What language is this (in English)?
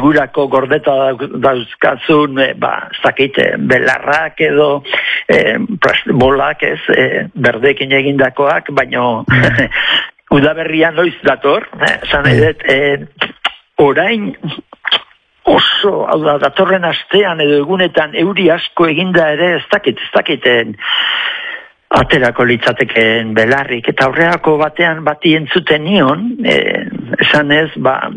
Basque